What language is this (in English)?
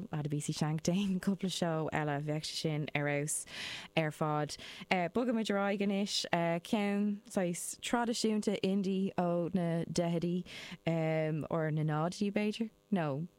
Irish